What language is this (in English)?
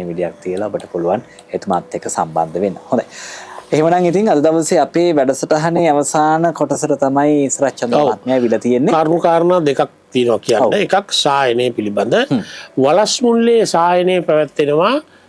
Sinhala